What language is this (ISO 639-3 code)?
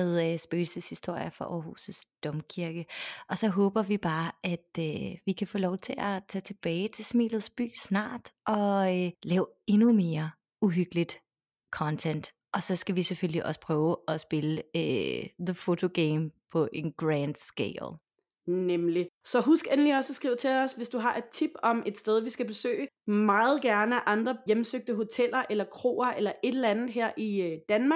dan